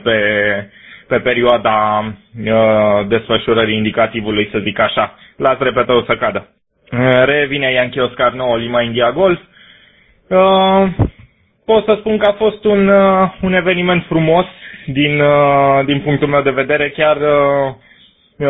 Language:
Romanian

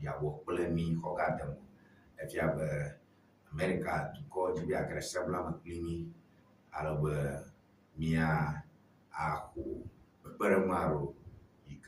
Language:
Ewe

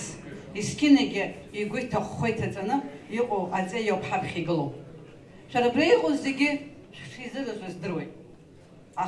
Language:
Abkhazian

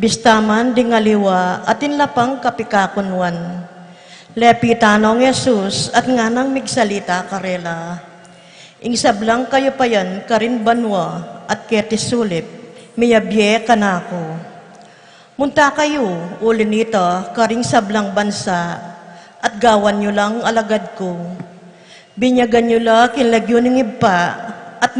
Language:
Pampanga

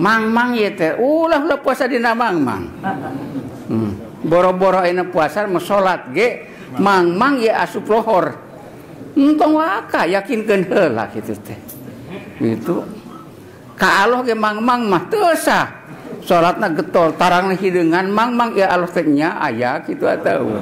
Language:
Sundanese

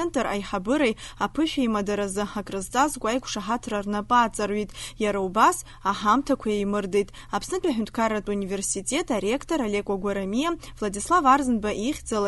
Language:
Abkhazian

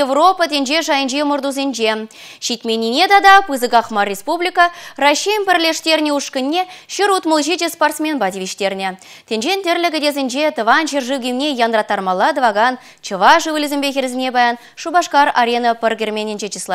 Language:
Chuvash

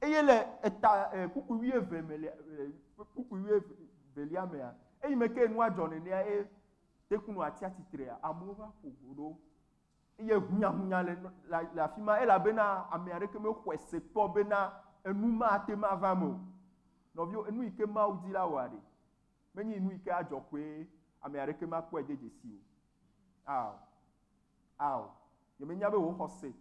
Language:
Ewe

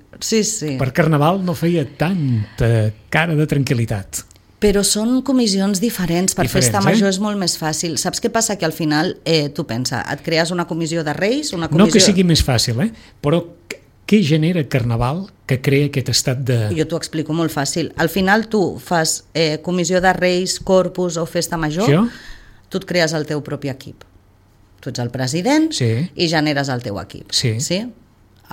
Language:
Catalan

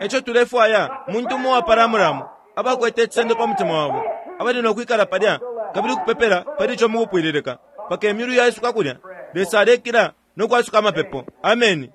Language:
Bemba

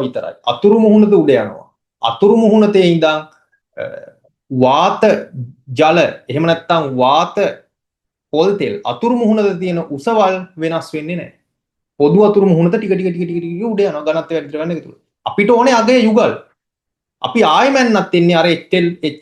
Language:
Sinhala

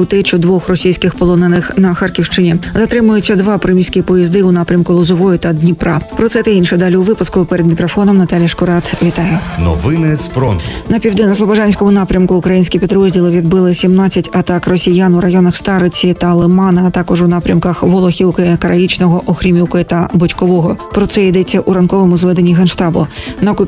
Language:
Ukrainian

